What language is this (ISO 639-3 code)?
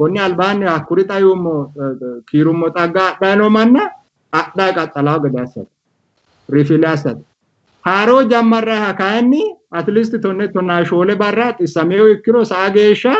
sid